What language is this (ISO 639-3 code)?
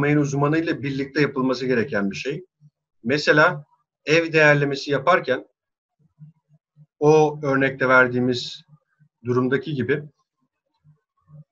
tur